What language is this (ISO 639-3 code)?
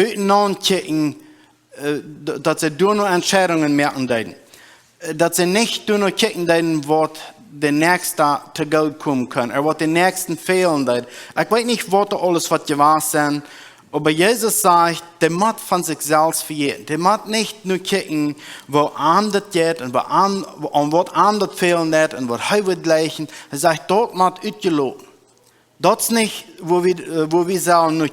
pdt